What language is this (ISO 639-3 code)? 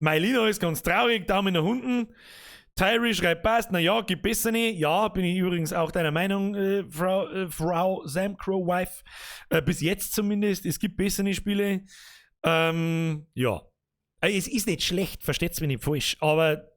bar